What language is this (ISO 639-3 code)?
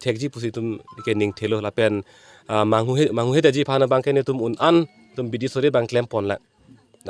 mjw